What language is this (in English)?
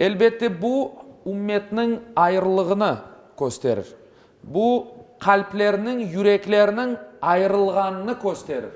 Crimean Tatar